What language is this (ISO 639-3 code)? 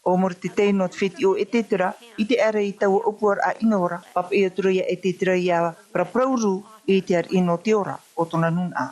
tah